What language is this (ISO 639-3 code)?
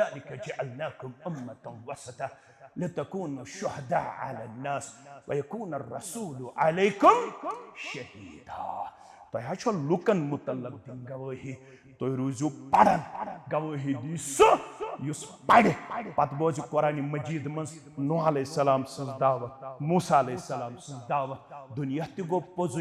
kas